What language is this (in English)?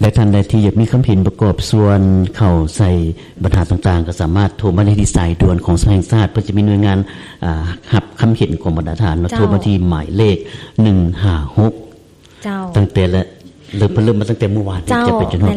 Lao